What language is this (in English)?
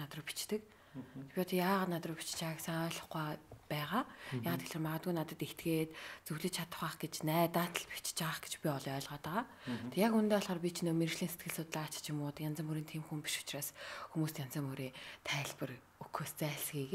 Mongolian